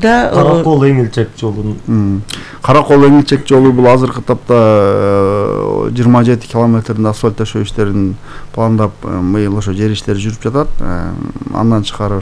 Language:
Kyrgyz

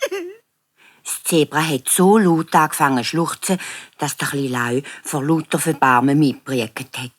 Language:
Swiss German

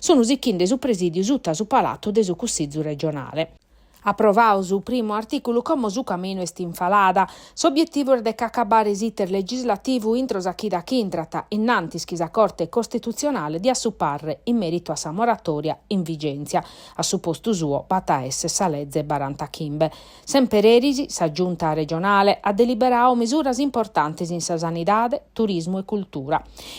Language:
Sardinian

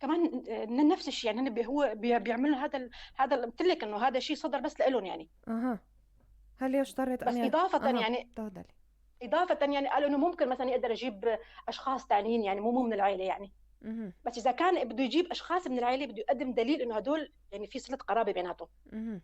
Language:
North Levantine Arabic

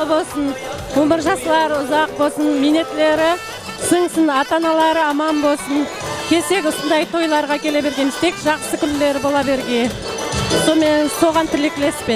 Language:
Kara-Kalpak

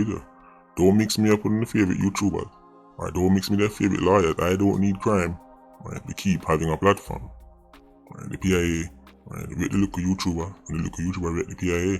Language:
Jamaican Creole English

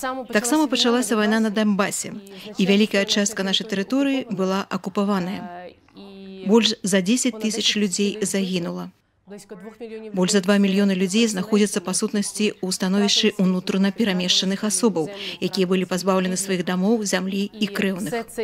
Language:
Belarusian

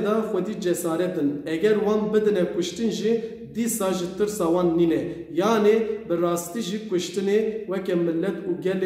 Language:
Kurdish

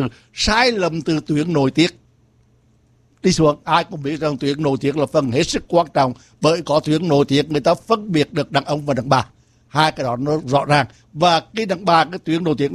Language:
Vietnamese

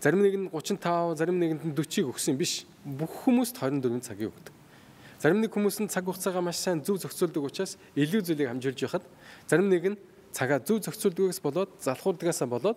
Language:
Mongolian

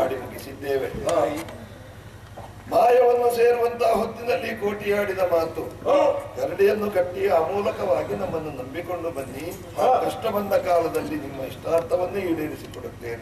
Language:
Kannada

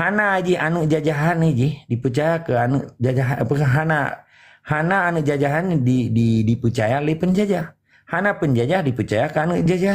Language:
Achinese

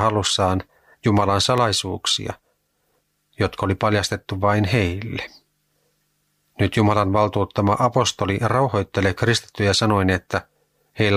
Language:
Finnish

